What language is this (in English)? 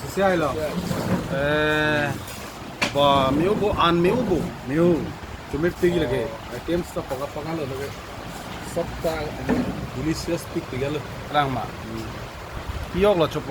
Karbi